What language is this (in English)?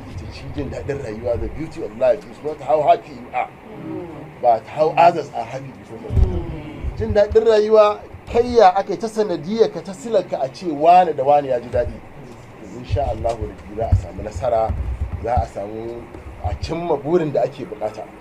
Hausa